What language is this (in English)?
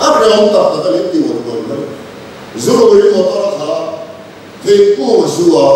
Mizo